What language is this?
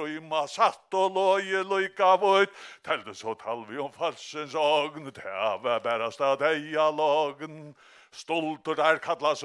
Faroese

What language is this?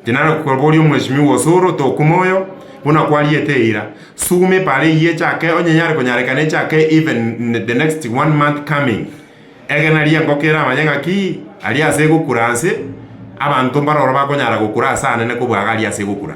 Gusii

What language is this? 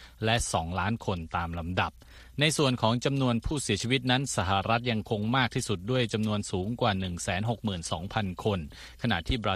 Thai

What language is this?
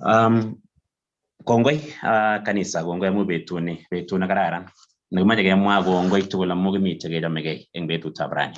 Kalenjin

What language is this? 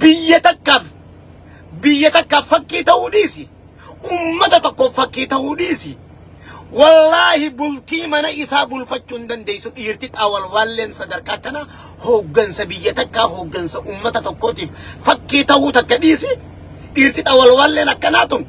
Oromo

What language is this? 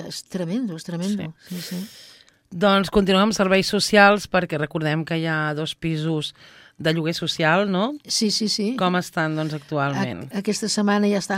Catalan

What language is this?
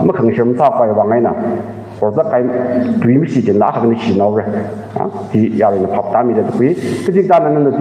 Tangkhul Naga (India)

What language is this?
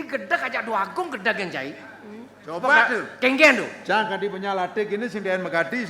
Balinese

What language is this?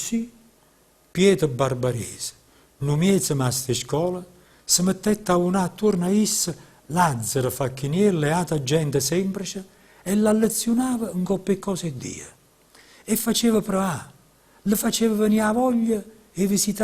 Neapolitan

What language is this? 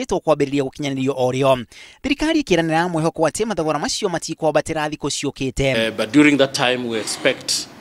Kikuyu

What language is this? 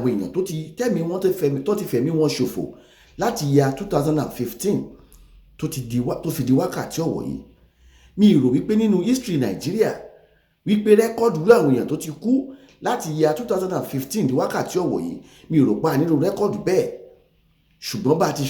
Yoruba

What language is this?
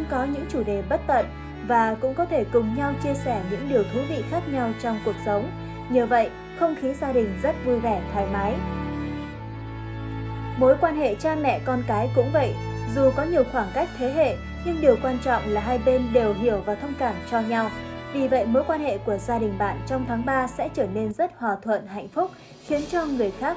Vietnamese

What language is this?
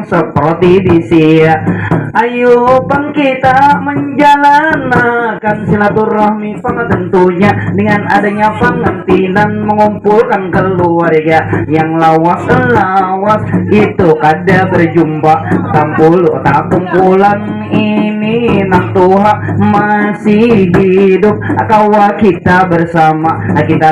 Banjar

